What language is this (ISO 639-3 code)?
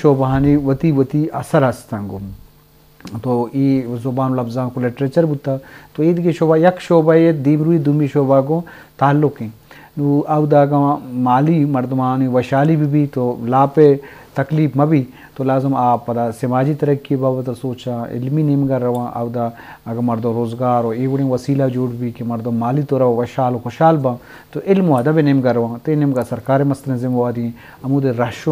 bgp